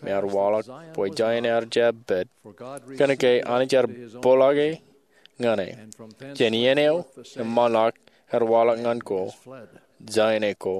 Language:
Marshallese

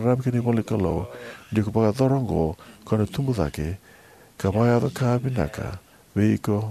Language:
Fijian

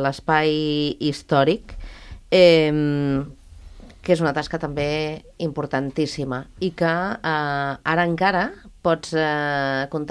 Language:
Catalan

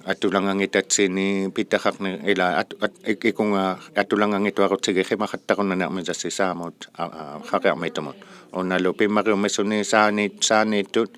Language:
Inuktitut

